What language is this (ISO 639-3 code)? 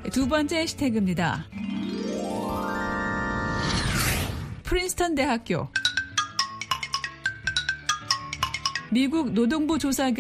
kor